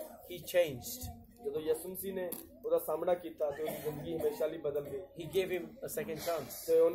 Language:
Punjabi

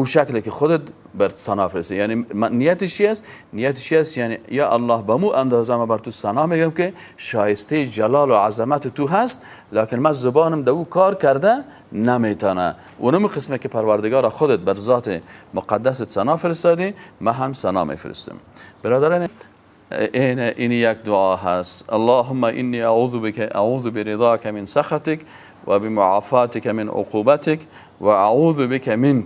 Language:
Persian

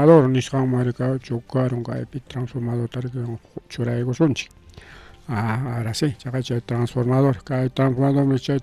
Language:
Ayacucho Quechua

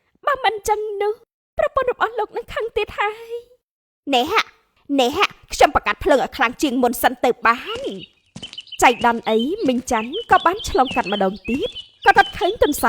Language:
Khmer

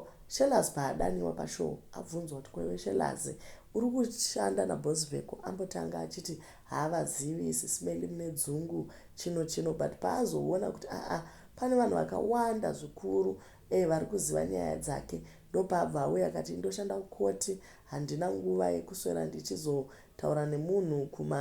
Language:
Shona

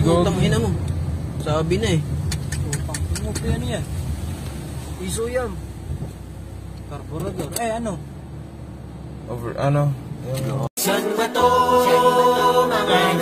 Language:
Filipino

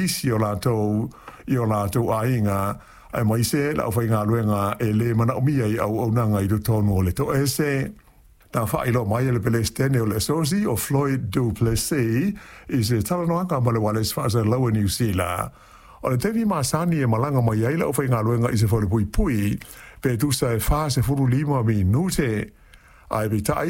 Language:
Samoan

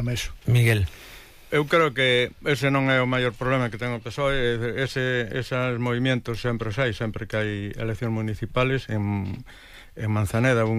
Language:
Galician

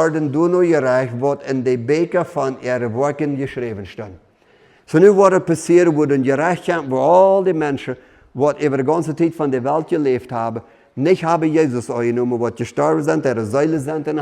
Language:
Plautdietsch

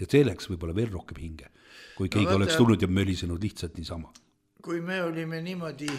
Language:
Estonian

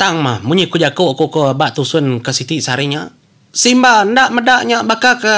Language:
Iban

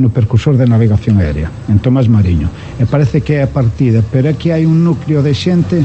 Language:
Galician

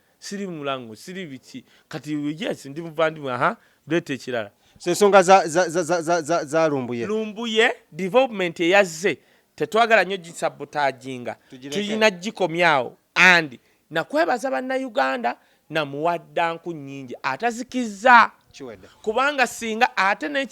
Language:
Ganda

